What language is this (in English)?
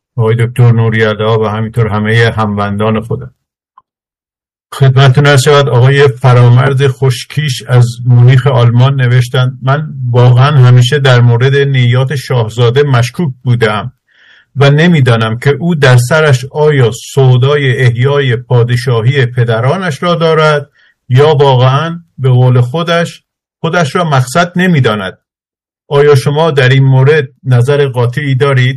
Persian